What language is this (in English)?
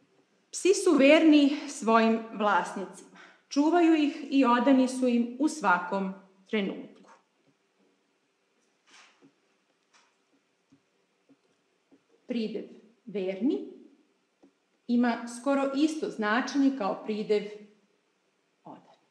Serbian